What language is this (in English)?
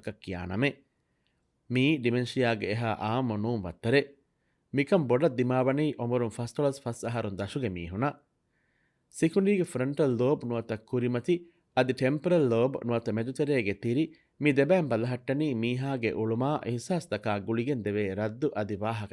Divehi